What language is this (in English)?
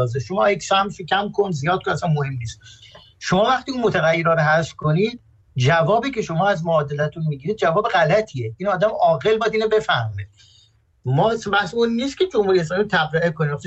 Persian